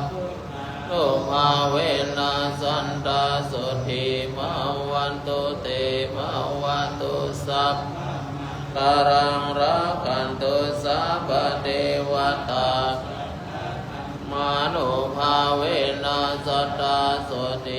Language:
Pali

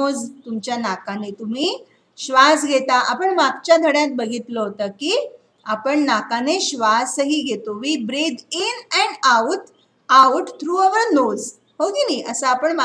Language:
Marathi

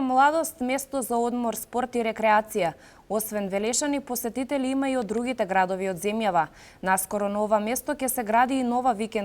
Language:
Macedonian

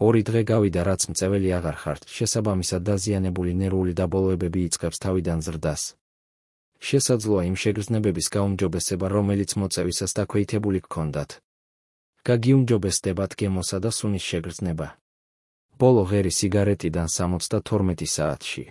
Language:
Georgian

